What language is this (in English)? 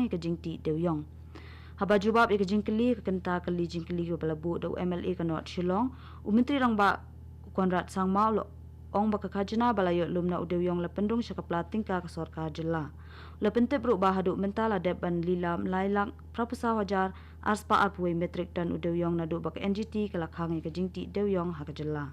Khasi